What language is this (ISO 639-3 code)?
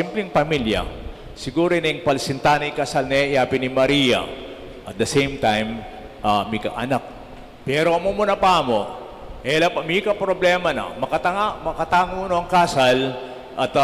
pam